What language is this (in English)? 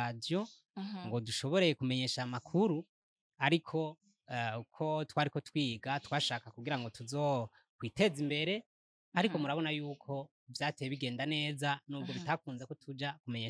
Rundi